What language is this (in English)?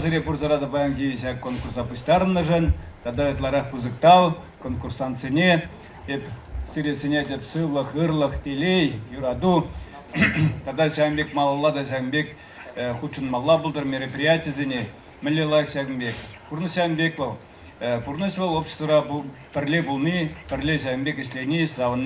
Chuvash